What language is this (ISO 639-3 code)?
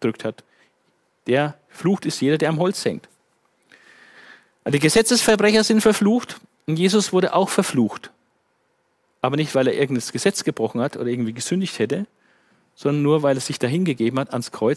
deu